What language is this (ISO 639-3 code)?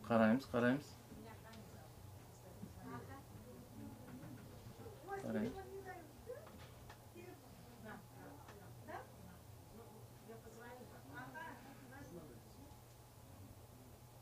kaz